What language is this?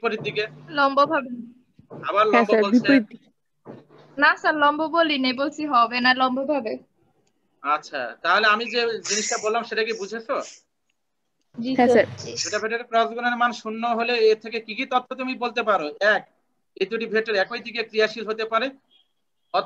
Bangla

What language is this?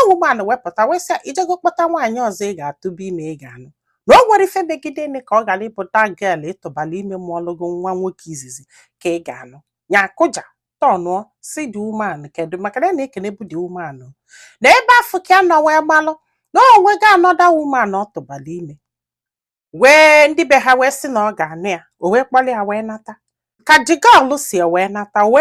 Igbo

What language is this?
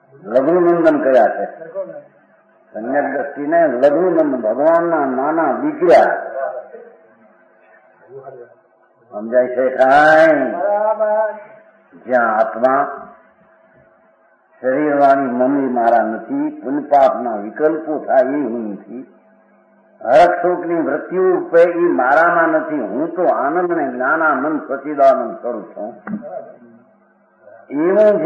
Gujarati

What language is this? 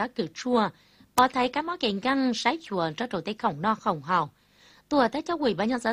Vietnamese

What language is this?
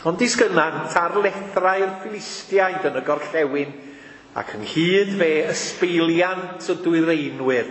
Welsh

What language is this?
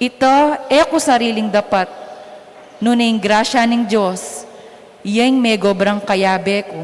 Pampanga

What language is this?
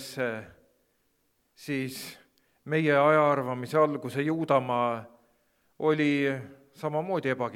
Estonian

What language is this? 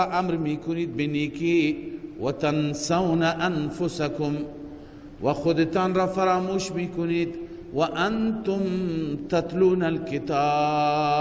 Persian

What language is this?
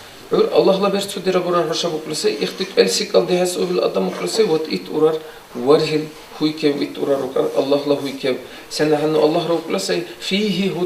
Dargwa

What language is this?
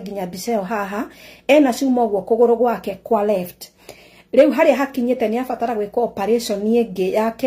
Kikuyu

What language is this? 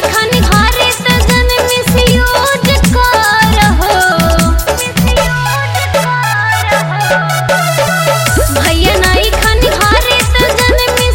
Bhojpuri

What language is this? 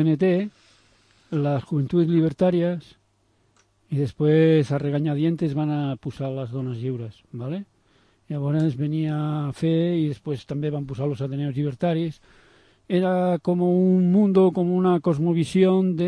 Catalan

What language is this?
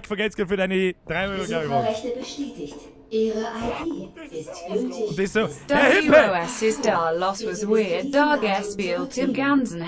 Bavarian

